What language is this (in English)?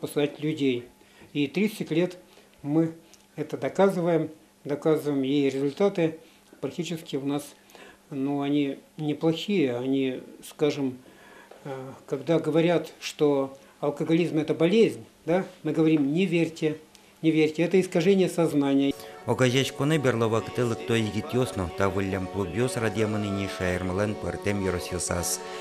Udmurt